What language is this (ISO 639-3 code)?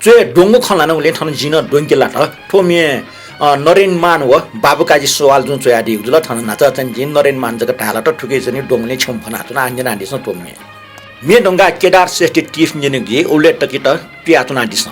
new